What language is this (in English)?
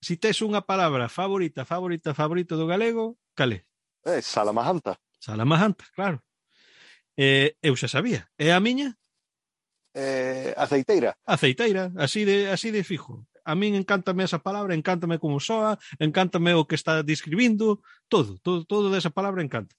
Galician